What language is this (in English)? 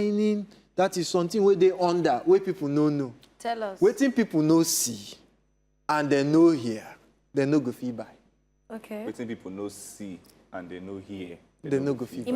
Nigerian Pidgin